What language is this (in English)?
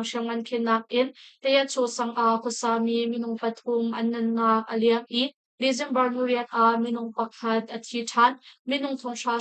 Hakha Chin